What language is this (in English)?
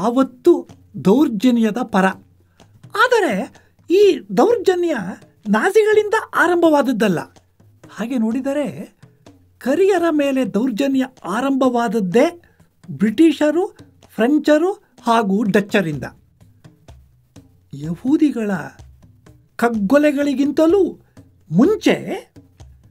Kannada